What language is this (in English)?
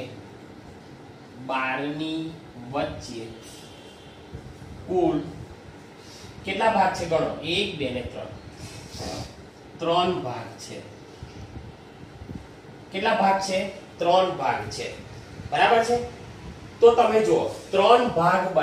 Gujarati